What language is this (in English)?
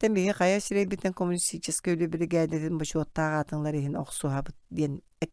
Yakut